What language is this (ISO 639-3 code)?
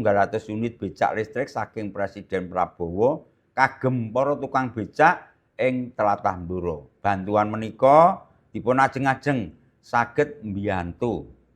jav